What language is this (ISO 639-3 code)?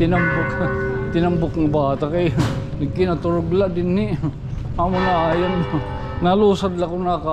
war